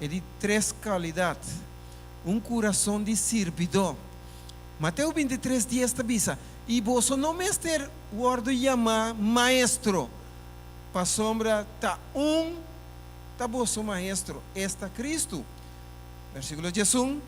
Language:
Papiamento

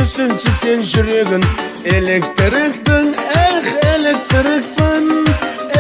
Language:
Kazakh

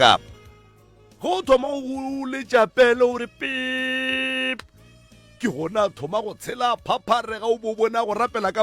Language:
Northern Sotho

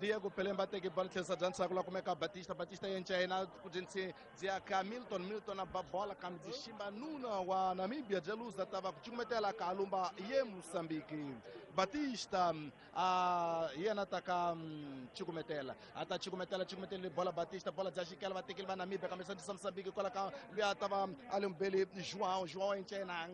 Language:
Tsonga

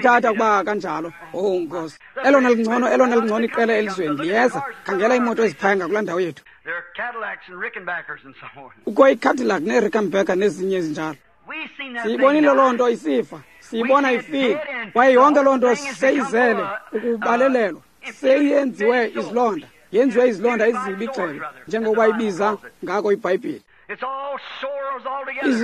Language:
Xhosa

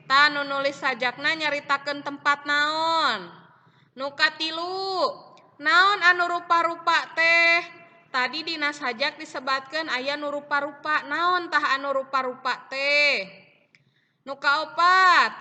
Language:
Sundanese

